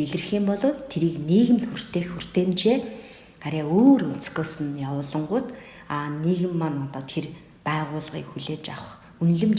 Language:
Mongolian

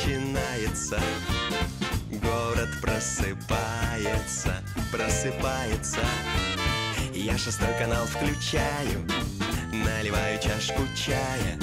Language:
Russian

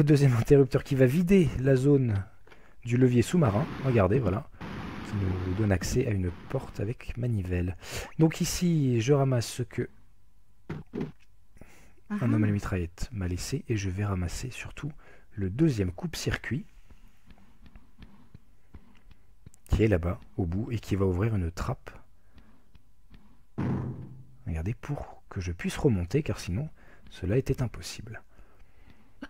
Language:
French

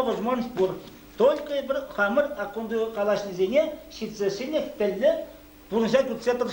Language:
Chuvash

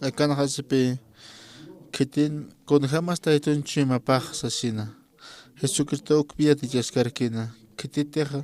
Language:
Aymara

